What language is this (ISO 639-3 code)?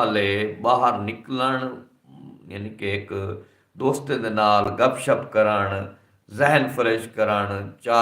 skr